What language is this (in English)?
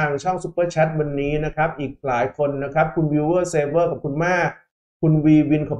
Thai